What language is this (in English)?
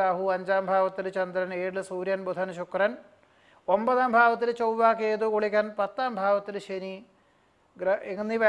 Malayalam